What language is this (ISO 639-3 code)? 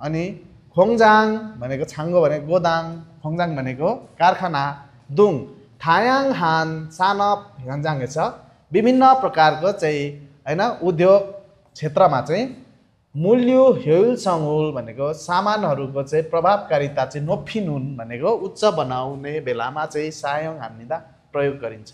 nep